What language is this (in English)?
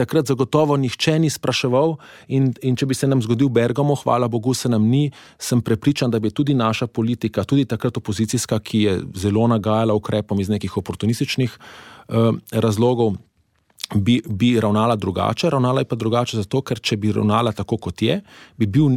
Slovenian